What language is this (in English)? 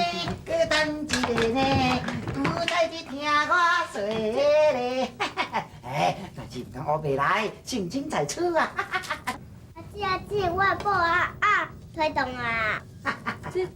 Min Nan Chinese